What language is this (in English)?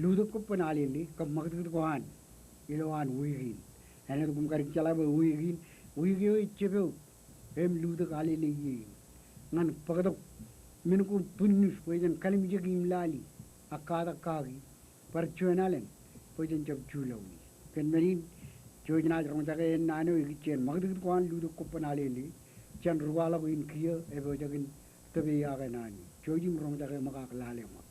Marshallese